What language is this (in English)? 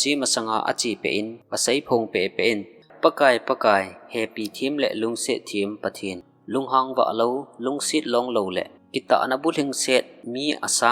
Thado Chin